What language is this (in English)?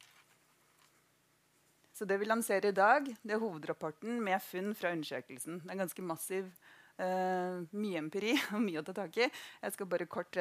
Norwegian